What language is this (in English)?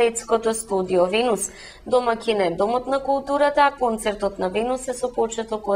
Macedonian